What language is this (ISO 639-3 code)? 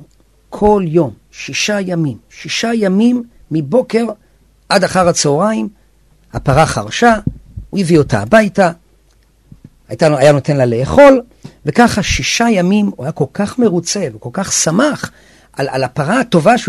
heb